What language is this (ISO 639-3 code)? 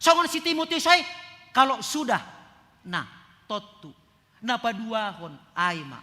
bts